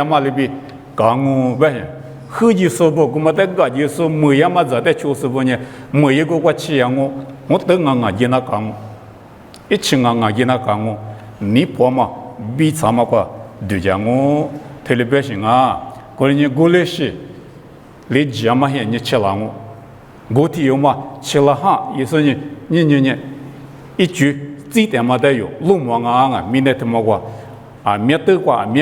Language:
Lisu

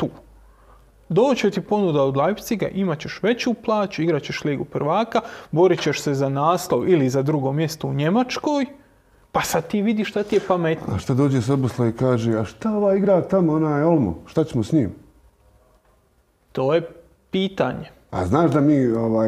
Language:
Croatian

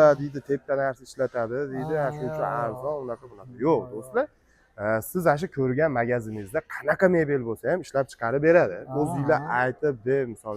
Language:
Uzbek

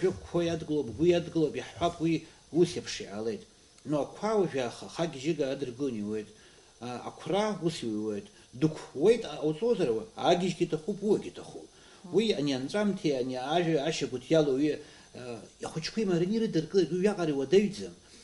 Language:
Abkhazian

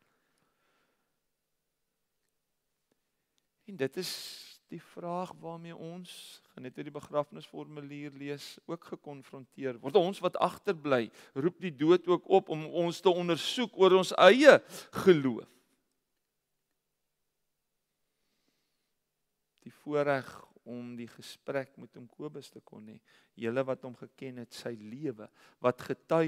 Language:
Afrikaans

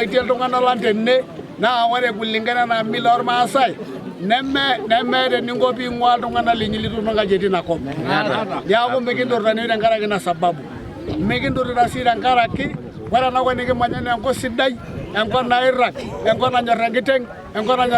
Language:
Masai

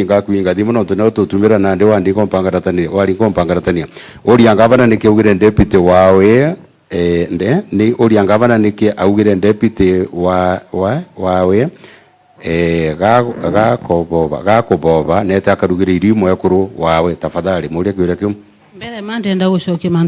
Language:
Meru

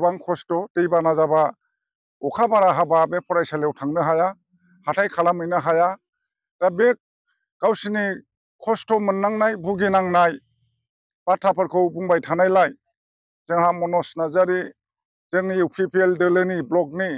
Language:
Bodo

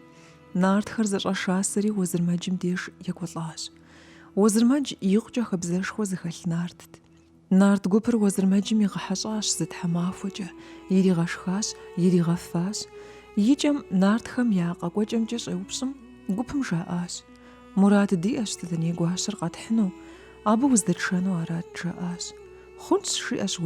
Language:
Kabardian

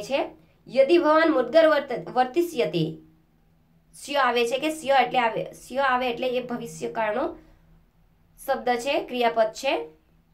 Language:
Gujarati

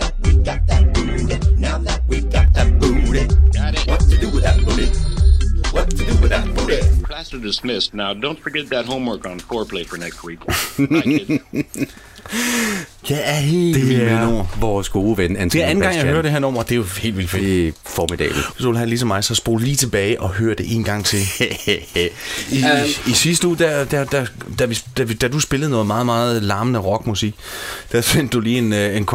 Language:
Danish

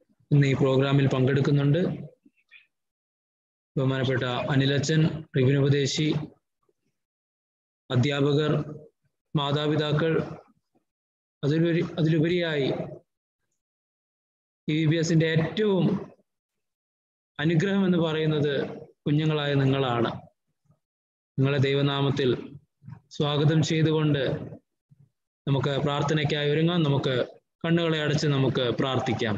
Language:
Malayalam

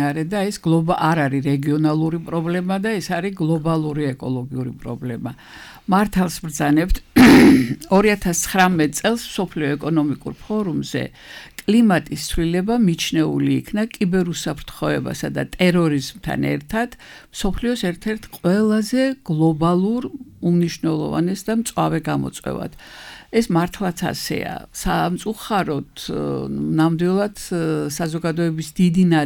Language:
Georgian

